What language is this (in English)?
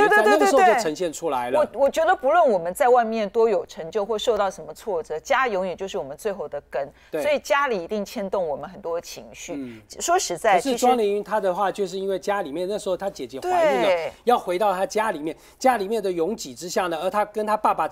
Chinese